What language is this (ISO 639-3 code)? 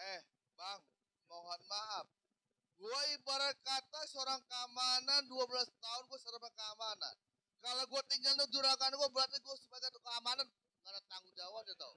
bew